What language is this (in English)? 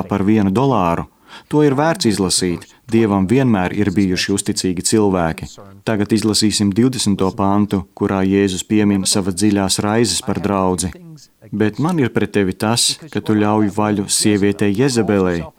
Latvian